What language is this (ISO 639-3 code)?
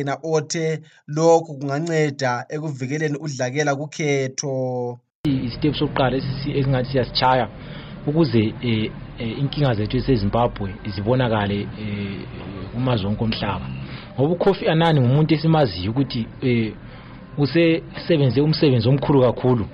nde